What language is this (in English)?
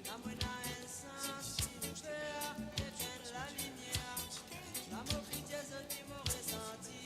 Morisyen